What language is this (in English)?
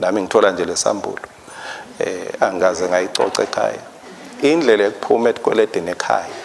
Swati